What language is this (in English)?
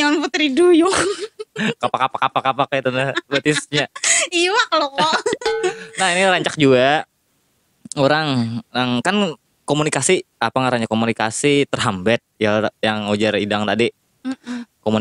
Banjar